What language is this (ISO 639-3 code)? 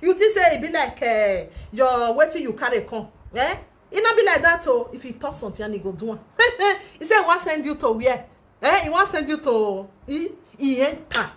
pcm